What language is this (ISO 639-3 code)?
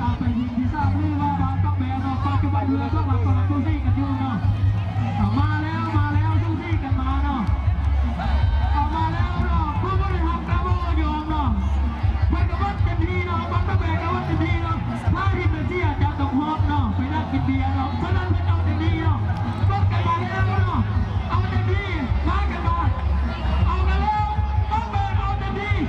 lao